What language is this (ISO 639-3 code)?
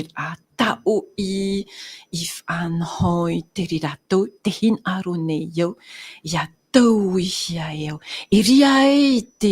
tah